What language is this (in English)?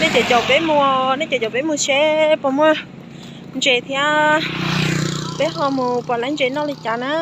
Hmong